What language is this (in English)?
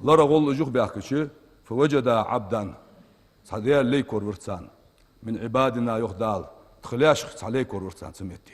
Ingush